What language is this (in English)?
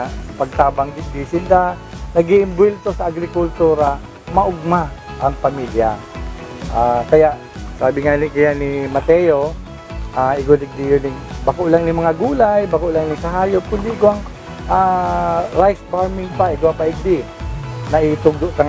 Bikol